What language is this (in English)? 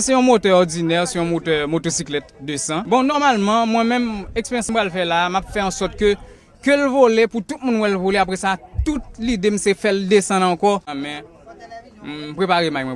Haitian Creole